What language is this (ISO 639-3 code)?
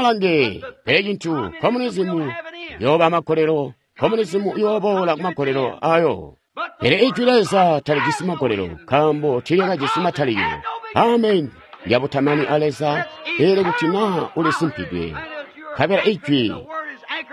toi